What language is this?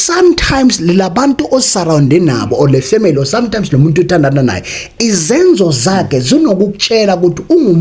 Zulu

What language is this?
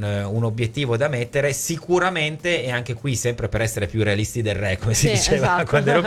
Italian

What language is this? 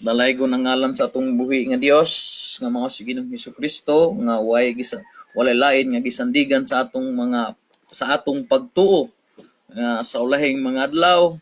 Cebuano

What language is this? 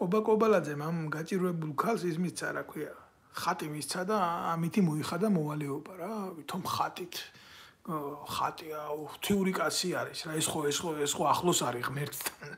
Georgian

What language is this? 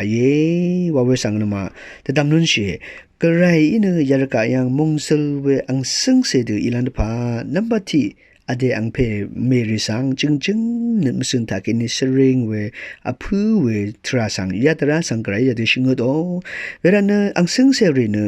Rawang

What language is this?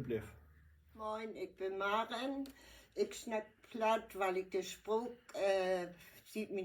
Low German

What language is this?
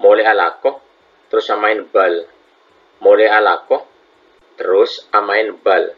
Madurese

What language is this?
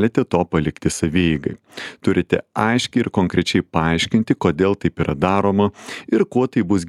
Lithuanian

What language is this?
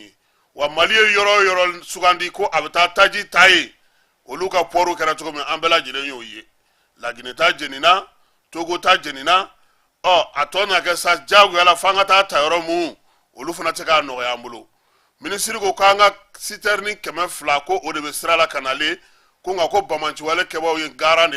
Bambara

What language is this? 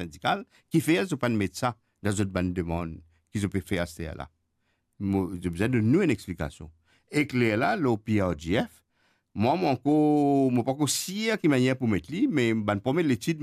Morisyen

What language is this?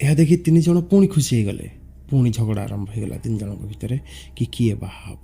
Odia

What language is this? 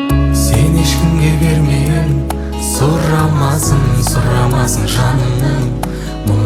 Kazakh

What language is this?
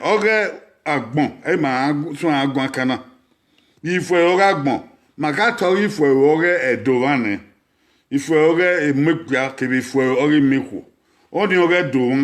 Bini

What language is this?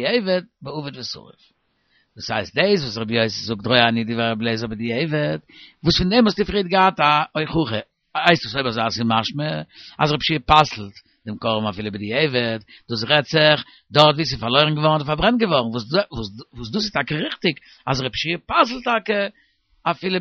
Yiddish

